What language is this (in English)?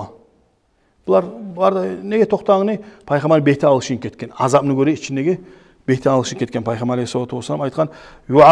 Kumyk